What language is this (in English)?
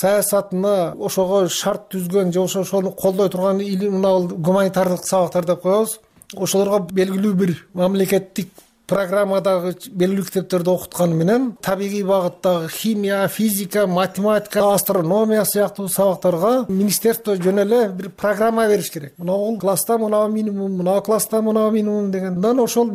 Kyrgyz